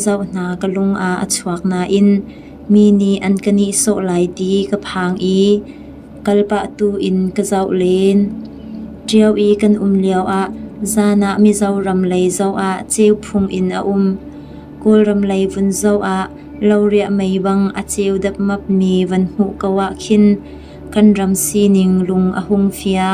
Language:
Hakha Chin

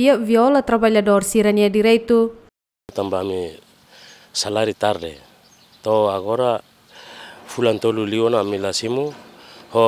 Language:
Tetum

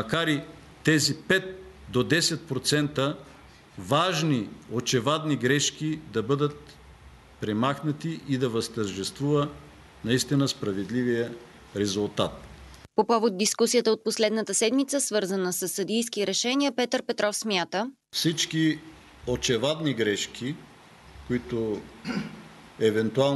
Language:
Bulgarian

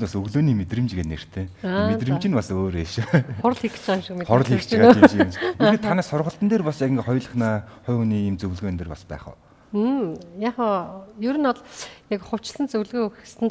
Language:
Mongolian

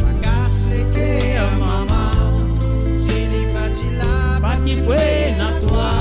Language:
Morisyen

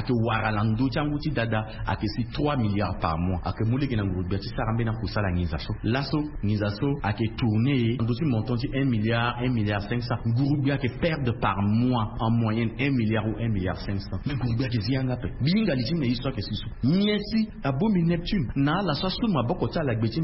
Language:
Sango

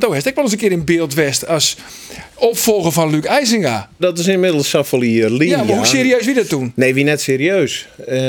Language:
Western Frisian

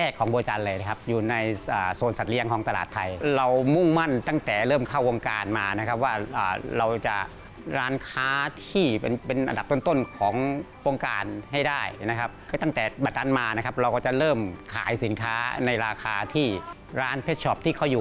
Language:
Thai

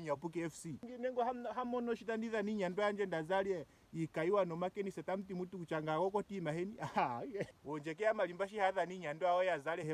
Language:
Ndonga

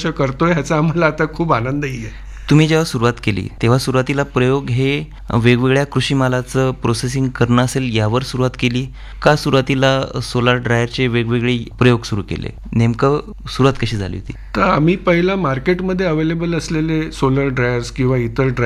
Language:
Marathi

